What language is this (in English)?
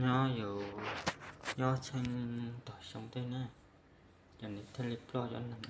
Hmong